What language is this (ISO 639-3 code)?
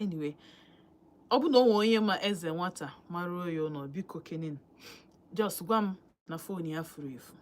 ibo